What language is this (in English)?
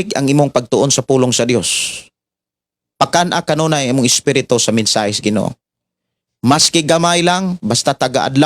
Cebuano